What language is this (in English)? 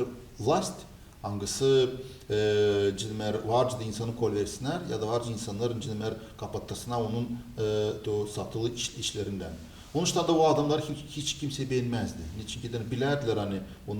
Gagauz